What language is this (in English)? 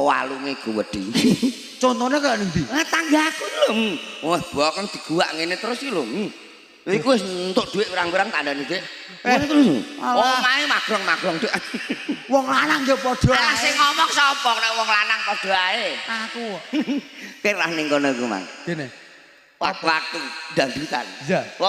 Javanese